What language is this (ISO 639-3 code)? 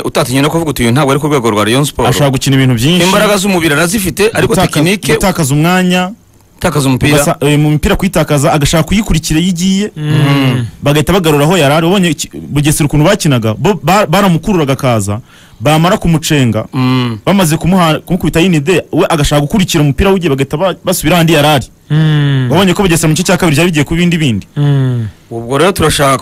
kin